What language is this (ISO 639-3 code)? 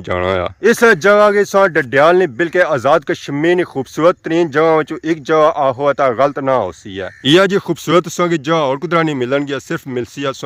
phr